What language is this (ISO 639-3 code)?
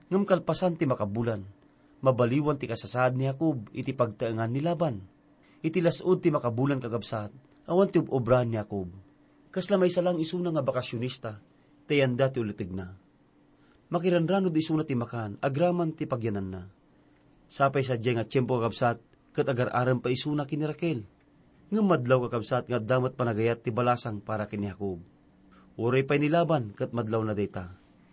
ilo